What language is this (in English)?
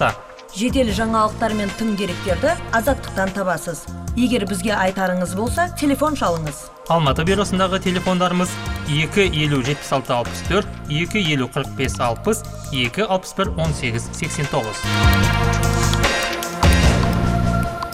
Kazakh